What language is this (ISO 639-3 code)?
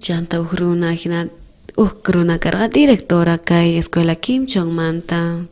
quh